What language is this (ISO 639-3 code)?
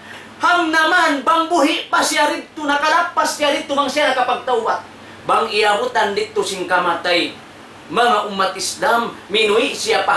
tsg